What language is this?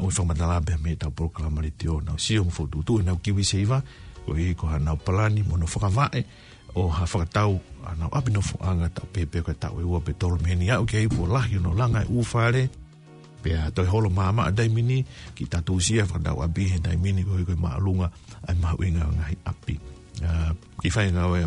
Tongan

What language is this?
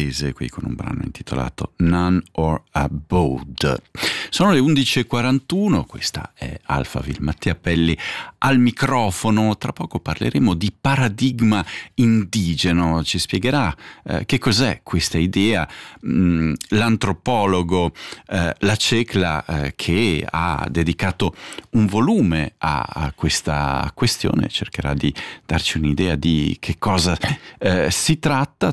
Italian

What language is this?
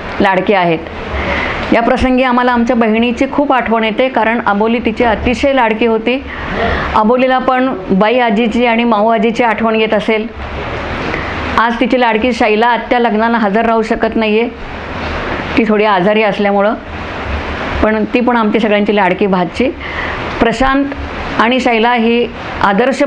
Marathi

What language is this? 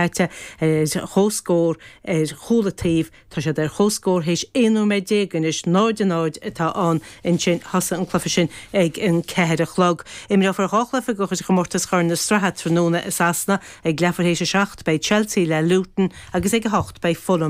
Irish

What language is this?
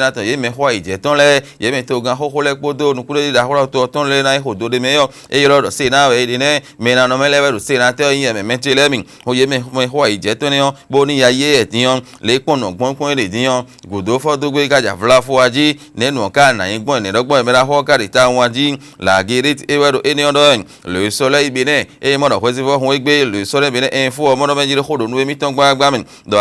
Fon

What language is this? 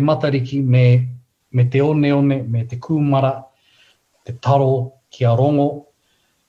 Māori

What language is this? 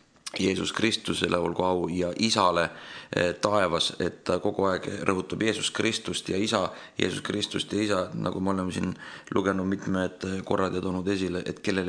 Estonian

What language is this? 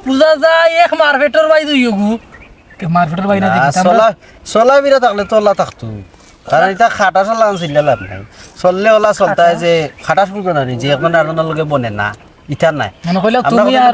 Sylheti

